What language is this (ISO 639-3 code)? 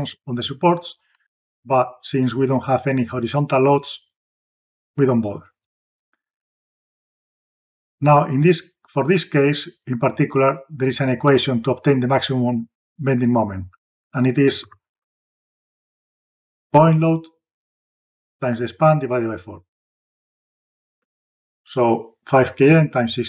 eng